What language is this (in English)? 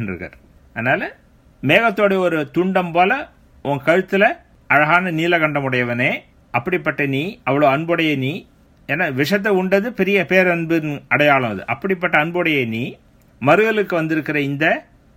Tamil